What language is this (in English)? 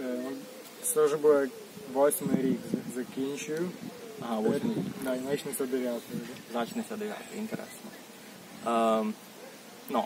Rusyn